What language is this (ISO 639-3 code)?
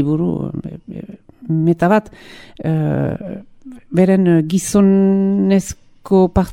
eus